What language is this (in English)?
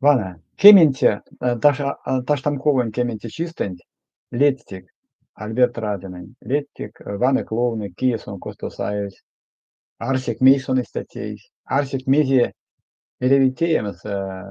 Erzya